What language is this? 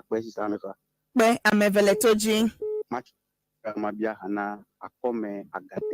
Ewe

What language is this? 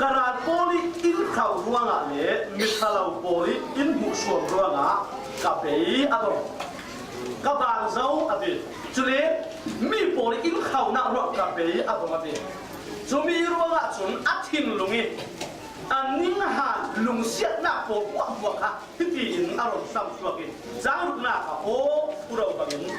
Falam Chin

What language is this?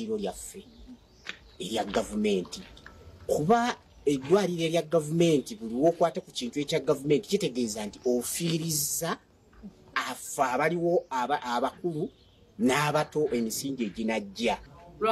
Ganda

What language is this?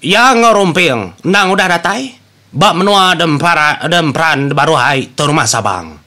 Iban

